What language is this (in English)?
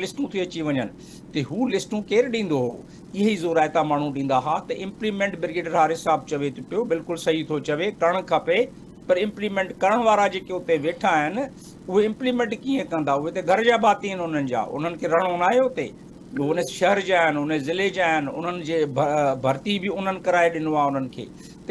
Sindhi